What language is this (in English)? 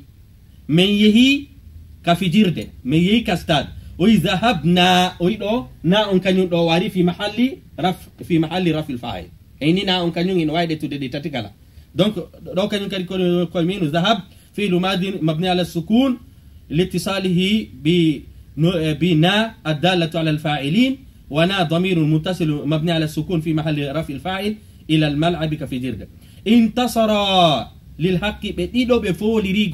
Fula